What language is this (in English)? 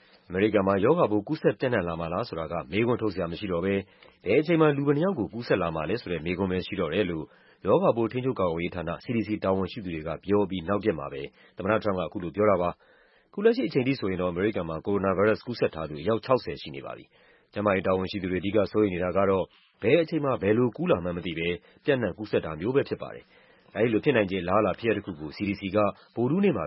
Burmese